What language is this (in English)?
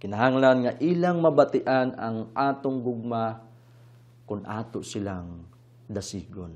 Cebuano